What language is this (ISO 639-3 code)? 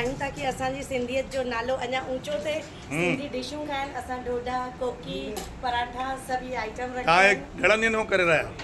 snd